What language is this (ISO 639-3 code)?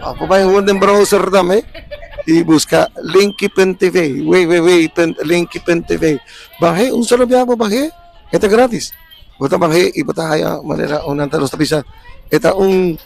pap